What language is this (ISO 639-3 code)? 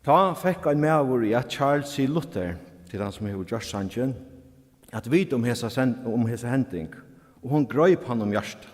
fao